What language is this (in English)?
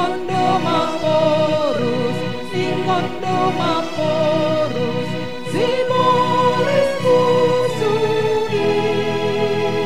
Batak Simalungun